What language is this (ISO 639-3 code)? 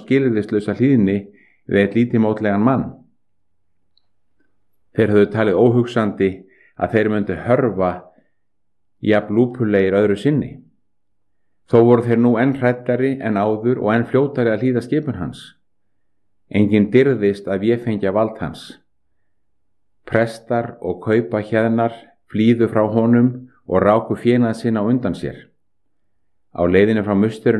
isl